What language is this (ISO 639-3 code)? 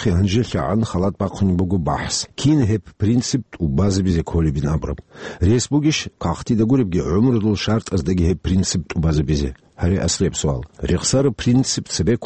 ava